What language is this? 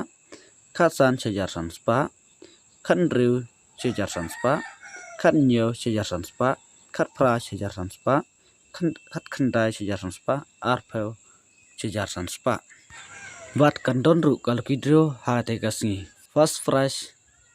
Khasi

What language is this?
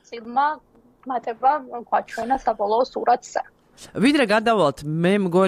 Georgian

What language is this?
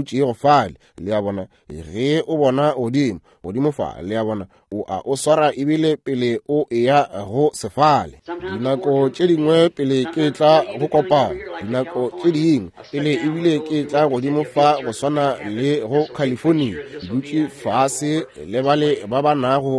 Northern Sotho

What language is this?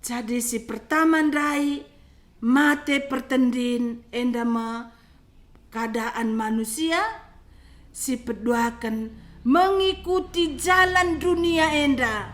Batak Karo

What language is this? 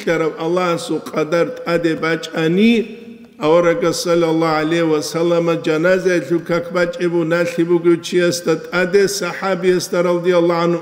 Avaric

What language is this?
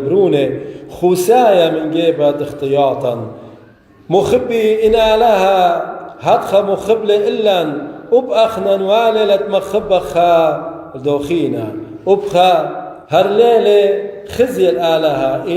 Assyrian Neo-Aramaic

